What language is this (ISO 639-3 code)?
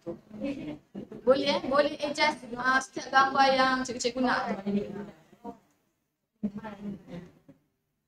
msa